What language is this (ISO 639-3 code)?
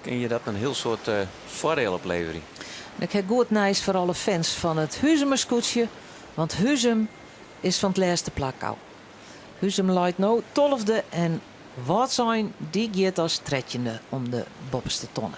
fry